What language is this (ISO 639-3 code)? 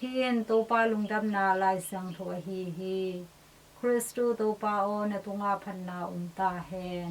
ctd